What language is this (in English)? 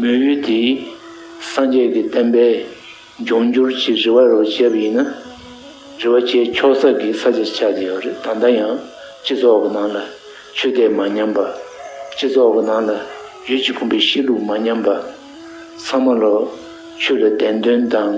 Tibetan